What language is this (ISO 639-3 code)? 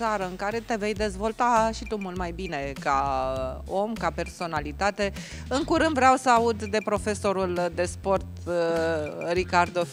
ron